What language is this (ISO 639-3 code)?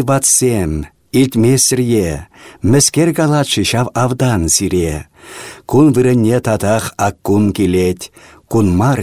chv